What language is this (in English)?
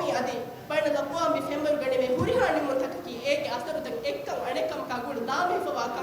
Divehi